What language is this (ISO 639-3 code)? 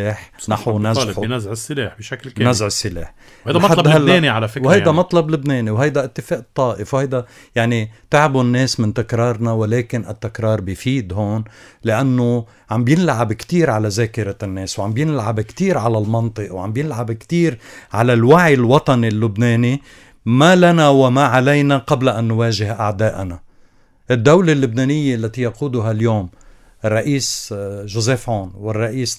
apc